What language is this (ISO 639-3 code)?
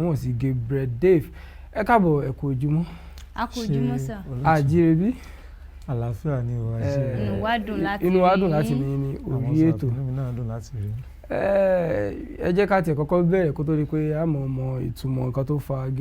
yor